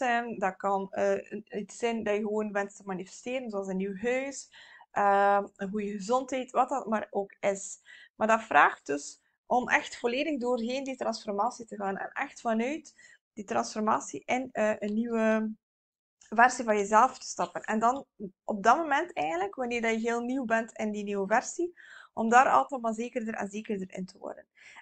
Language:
Dutch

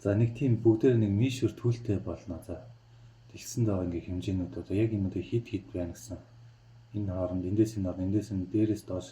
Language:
Mongolian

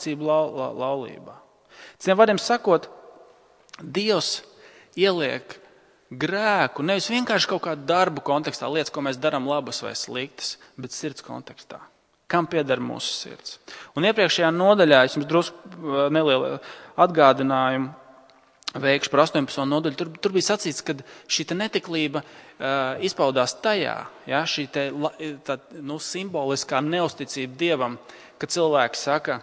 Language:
Latvian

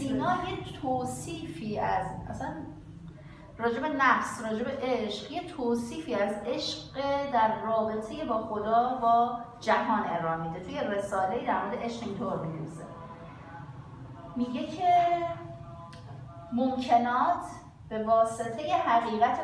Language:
Persian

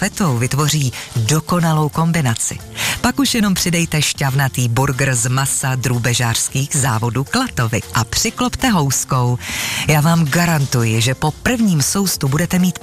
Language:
Czech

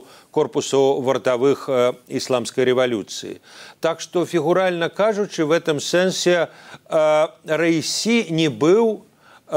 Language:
Belarusian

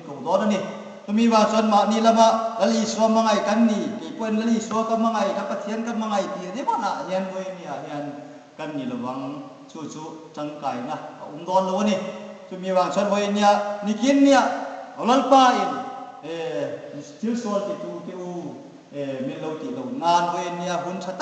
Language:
Hmar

